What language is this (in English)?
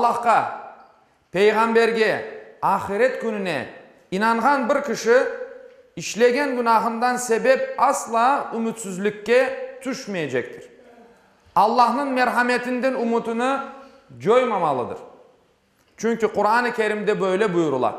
Crimean Tatar